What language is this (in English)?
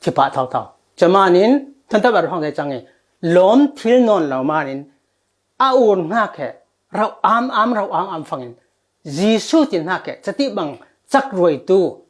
Falam Chin